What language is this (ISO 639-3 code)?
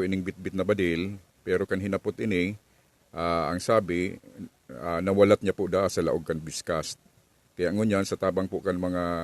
bik